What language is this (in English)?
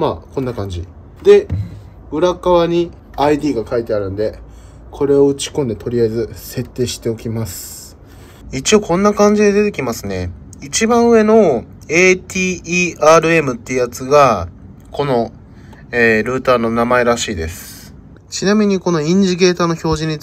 Japanese